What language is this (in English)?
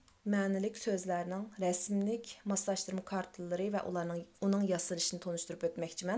Uyghur